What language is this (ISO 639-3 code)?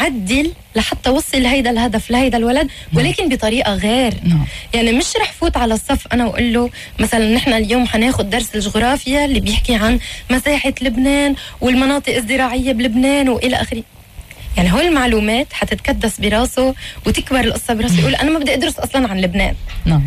apc